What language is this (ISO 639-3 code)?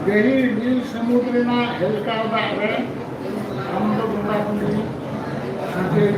sat